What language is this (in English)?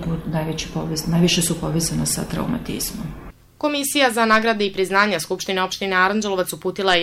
Serbian